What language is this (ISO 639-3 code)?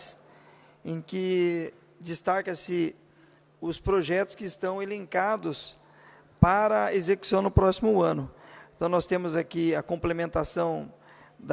por